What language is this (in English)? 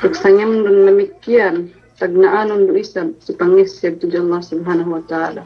Yakan